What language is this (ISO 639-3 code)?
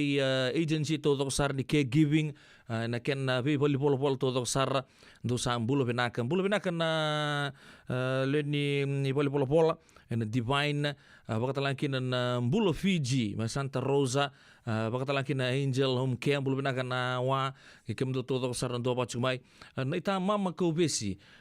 fij